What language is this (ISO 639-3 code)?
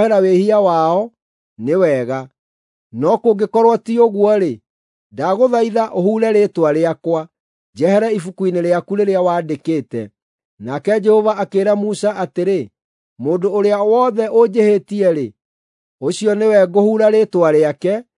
kik